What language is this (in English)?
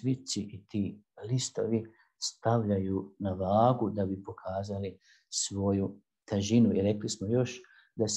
Bosnian